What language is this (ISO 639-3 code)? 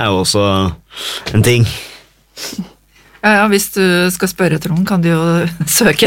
nor